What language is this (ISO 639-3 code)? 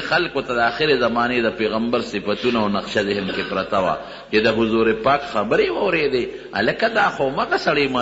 pus